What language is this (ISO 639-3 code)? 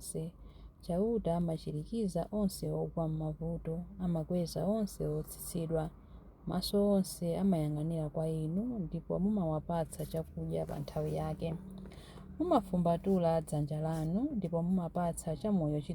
nya